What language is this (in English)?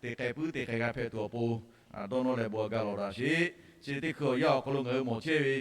Lahu